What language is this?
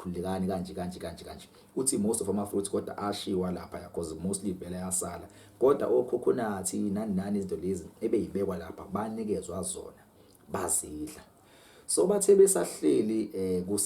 Zulu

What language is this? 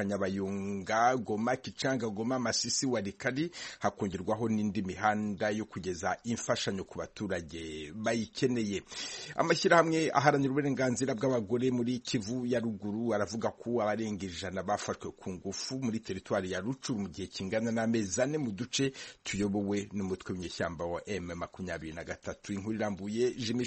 Kinyarwanda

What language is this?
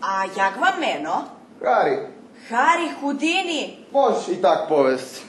Rusyn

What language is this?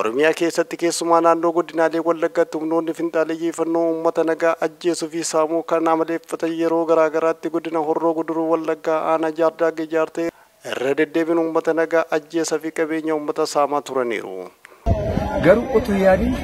Oromo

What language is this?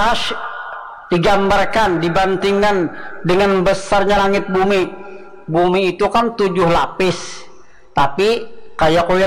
Banjar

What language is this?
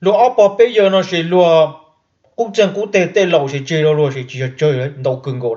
Hmong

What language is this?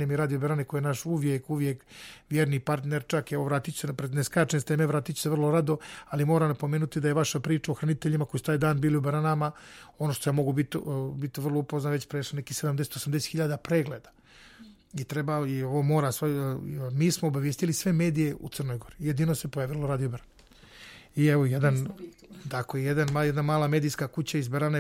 Serbian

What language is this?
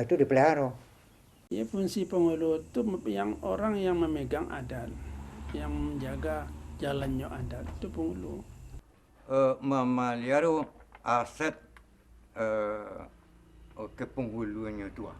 Minangkabau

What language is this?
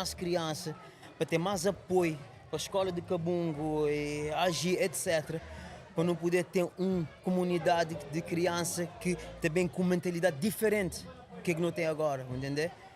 Kabuverdianu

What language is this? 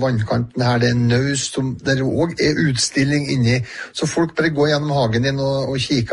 Norwegian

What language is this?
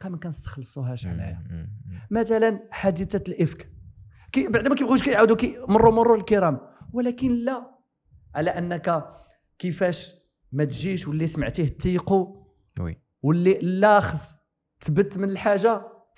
Moroccan Arabic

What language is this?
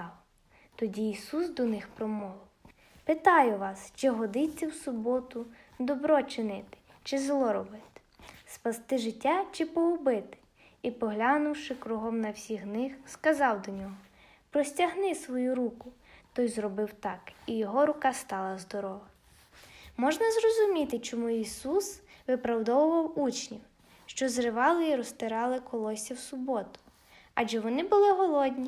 Ukrainian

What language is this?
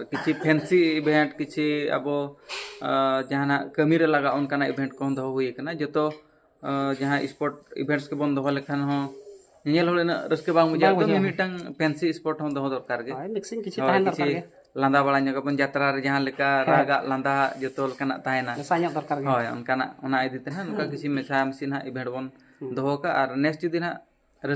Santali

